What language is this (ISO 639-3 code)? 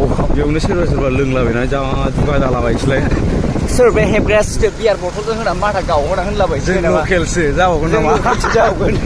brx